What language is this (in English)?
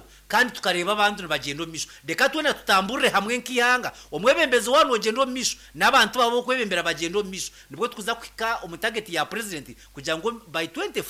Nyankole